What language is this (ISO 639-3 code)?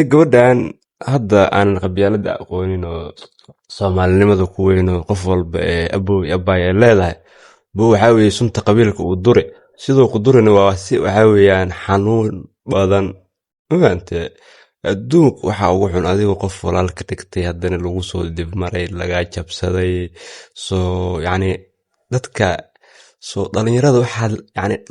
som